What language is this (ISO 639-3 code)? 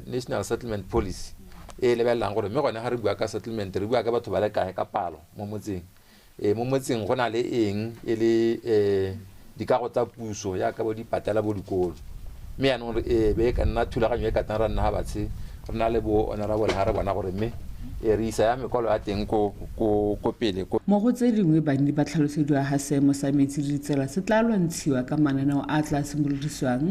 tsn